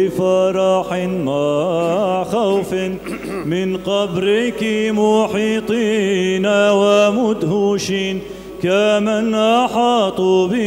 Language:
Arabic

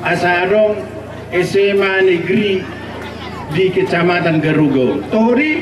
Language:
Batak Toba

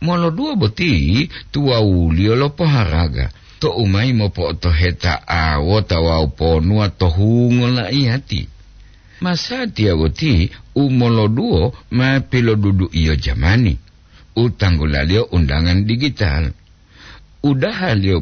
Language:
Gorontalo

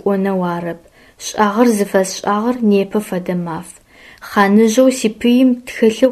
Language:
Adyghe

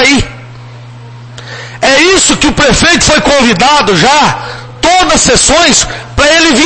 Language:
Portuguese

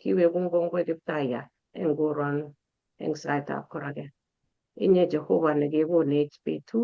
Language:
Kalenjin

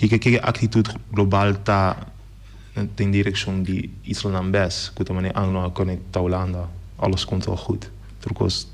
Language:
Papiamento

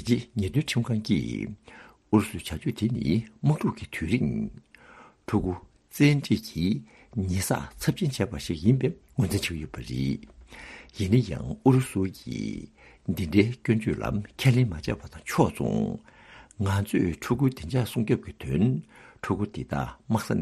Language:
Tibetan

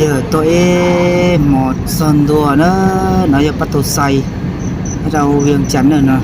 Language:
Hmong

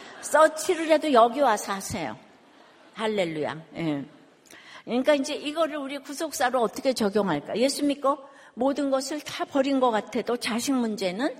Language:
Korean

